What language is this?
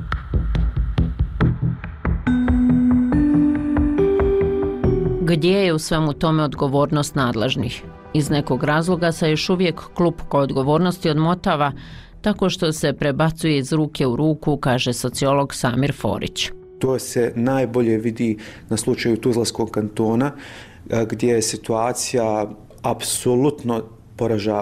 Bosnian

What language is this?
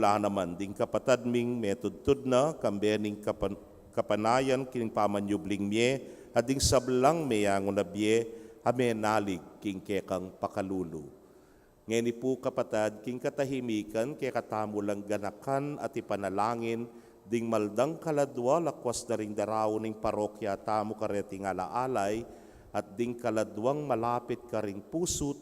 Pampanga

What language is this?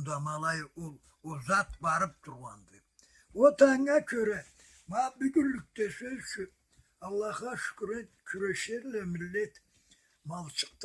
Karachay-Balkar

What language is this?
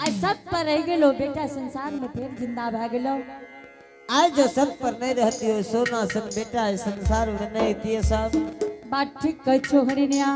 Angika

